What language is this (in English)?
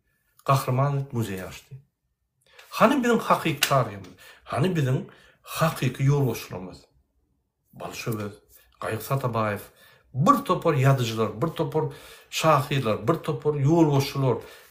Turkmen